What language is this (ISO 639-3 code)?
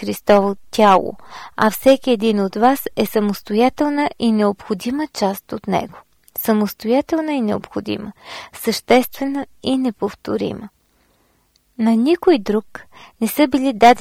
bul